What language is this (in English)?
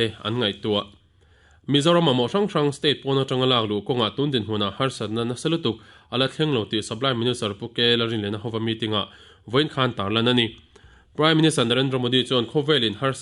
Mizo